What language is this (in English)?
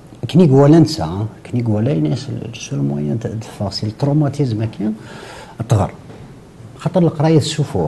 Kabyle